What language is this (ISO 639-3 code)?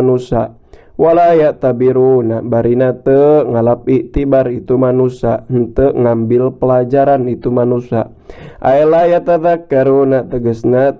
sun